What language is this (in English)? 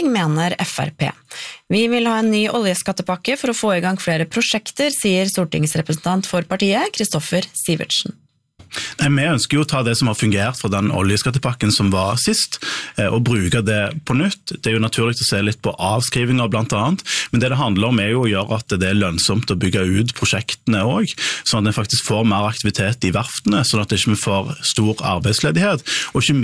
Norwegian